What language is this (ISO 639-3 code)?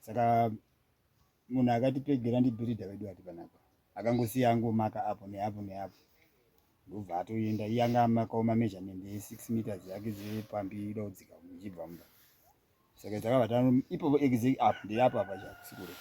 sna